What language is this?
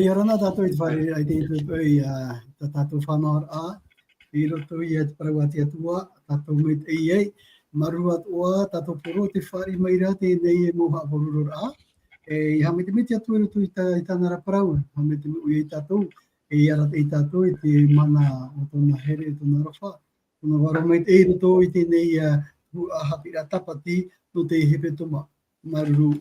Tahitian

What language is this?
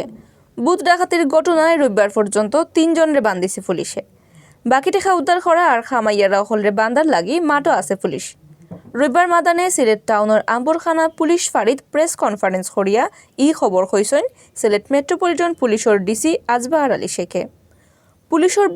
Sylheti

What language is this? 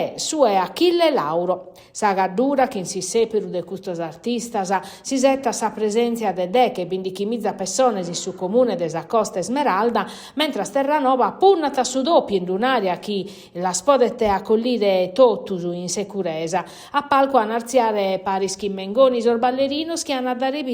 Sardinian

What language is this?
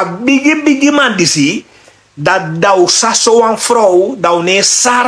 Sranan Tongo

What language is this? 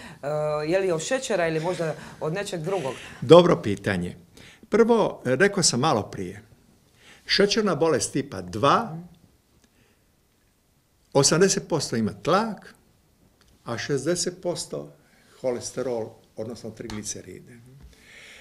Croatian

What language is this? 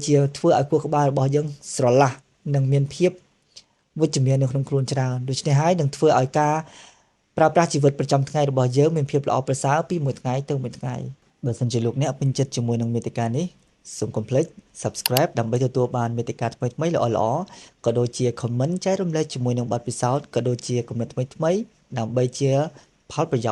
Khmer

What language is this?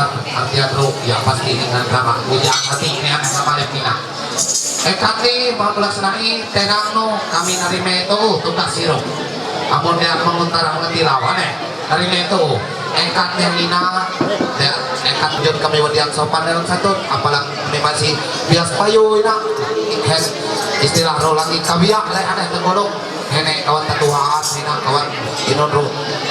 Ma'anyan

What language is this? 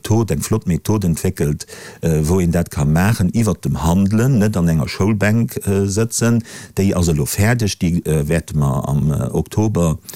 Luxembourgish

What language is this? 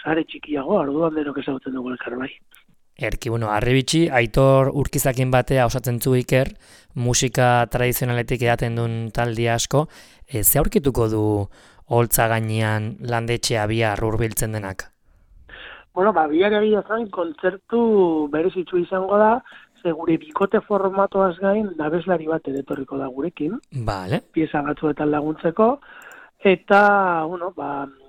Basque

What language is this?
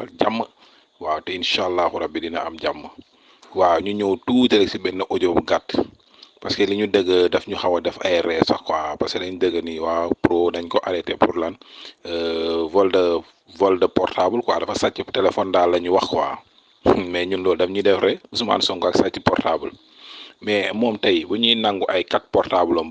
Wolof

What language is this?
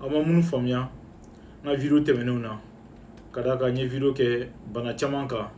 Bambara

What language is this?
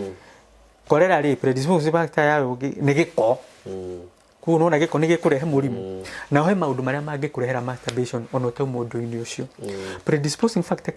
Kikuyu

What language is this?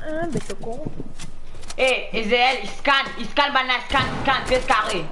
Morisyen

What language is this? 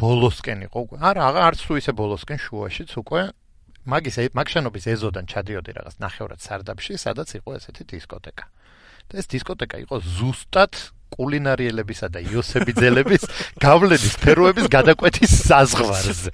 Georgian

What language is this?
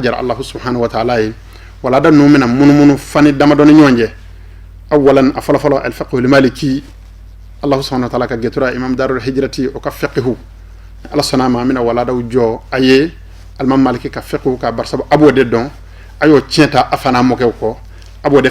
Bambara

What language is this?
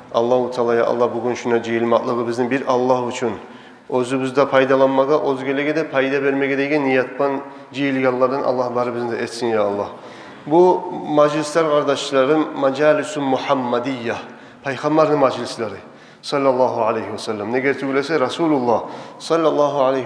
Kumyk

